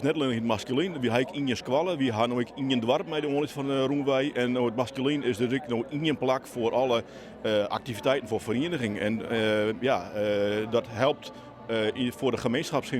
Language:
Western Frisian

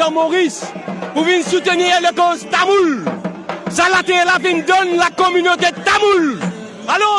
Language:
Morisyen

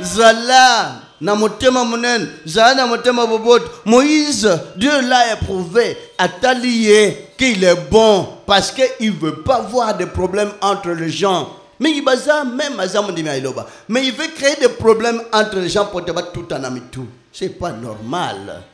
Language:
Lingala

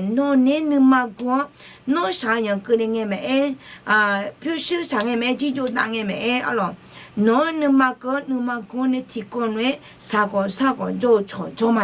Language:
Akha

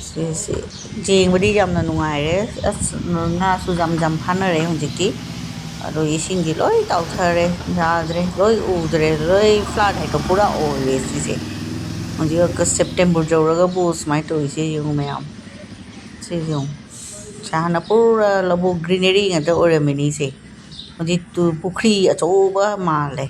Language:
Manipuri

